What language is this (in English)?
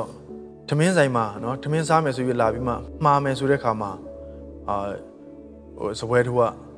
Burmese